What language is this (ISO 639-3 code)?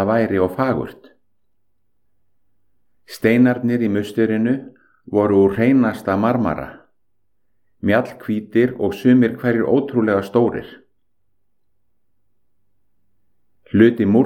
isl